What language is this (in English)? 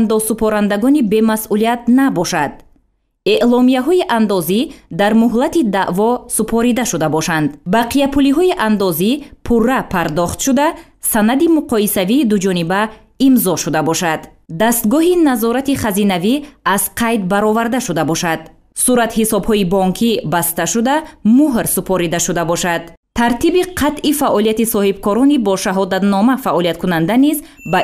Tajik